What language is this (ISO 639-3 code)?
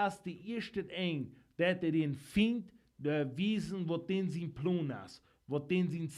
pdt